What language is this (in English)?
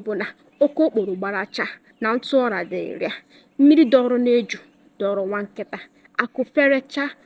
Igbo